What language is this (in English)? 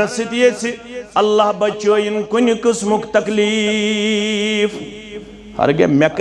Kashmiri